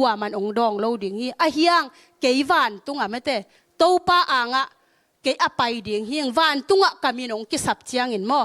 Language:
Tedim Chin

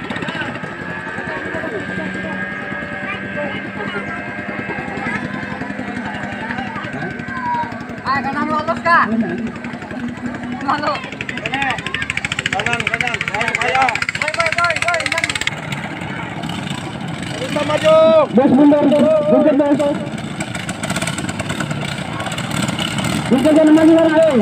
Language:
Indonesian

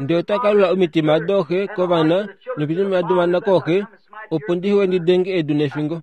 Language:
Kuanyama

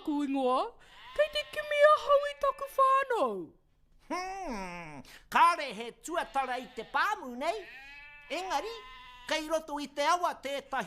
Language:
Māori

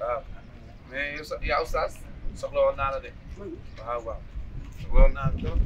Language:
Wolof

